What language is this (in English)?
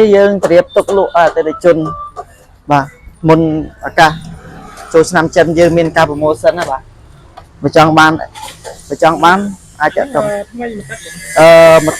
Khmer